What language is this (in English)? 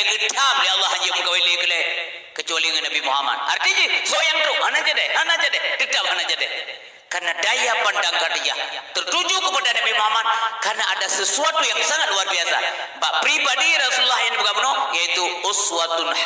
Achinese